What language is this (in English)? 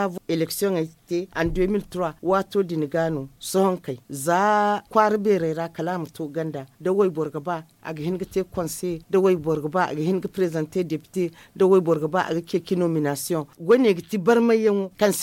Zarma